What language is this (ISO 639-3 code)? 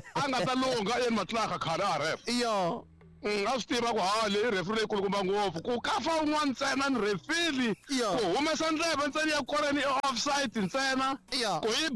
tso